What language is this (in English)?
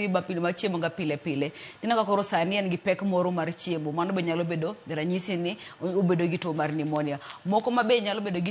Luo (Kenya and Tanzania)